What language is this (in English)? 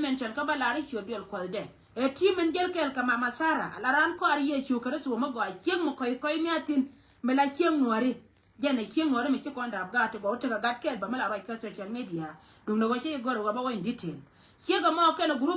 Nuer